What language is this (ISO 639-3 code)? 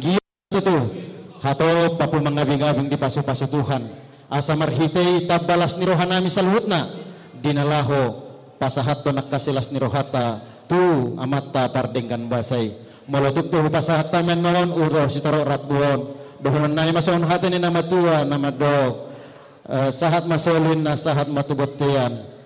bbc